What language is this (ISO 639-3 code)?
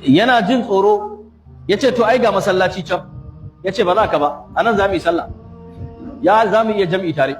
hau